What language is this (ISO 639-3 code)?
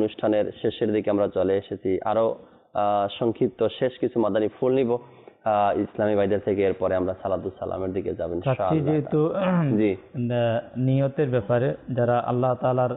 ben